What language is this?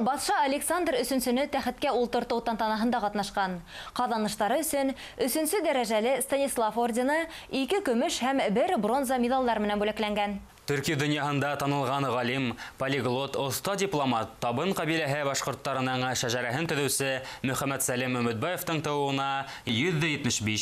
Bashkir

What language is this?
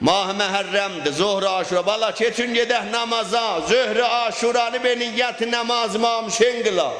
South Azerbaijani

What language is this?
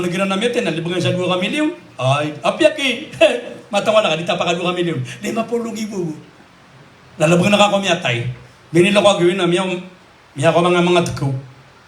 Maranao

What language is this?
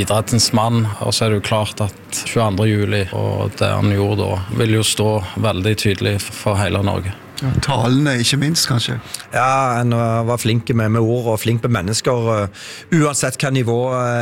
Norwegian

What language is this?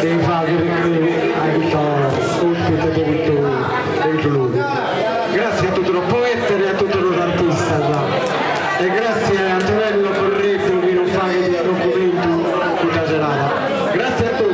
Sardinian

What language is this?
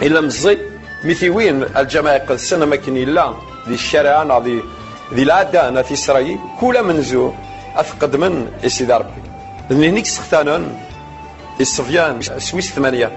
Kabyle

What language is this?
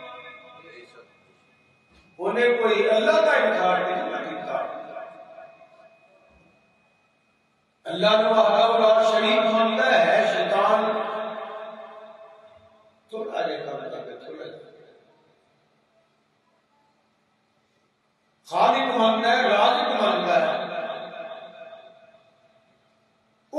Urdu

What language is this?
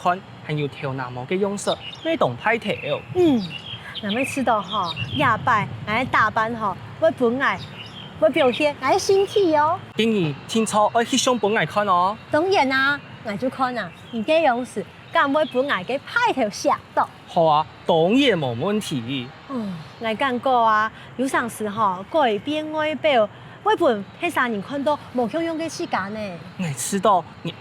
Hakka Chinese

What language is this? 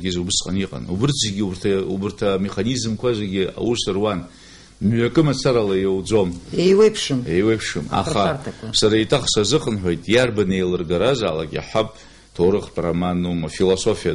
Abkhazian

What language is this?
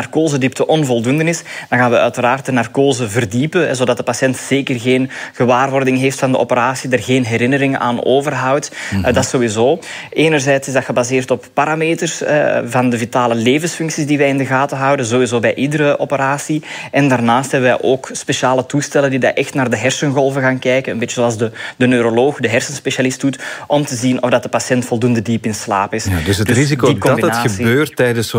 Dutch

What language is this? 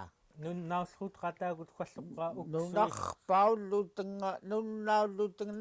Central Yupik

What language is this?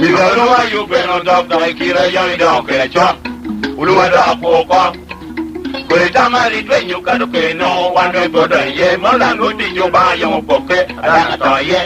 Lango (Uganda)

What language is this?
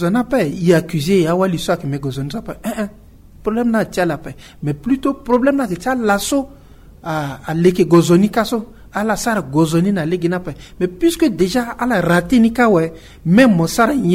Sango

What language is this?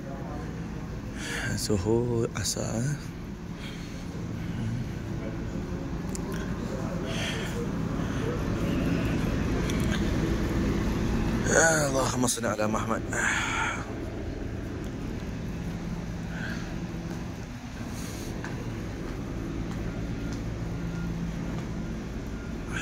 Malay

